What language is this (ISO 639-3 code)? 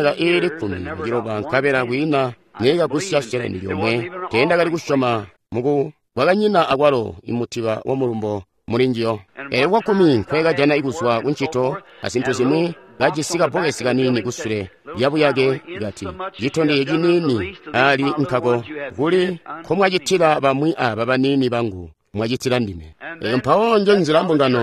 toi